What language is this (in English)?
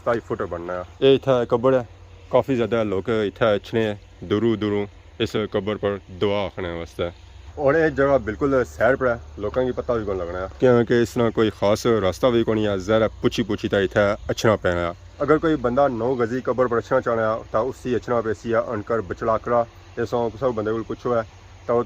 Pahari-Potwari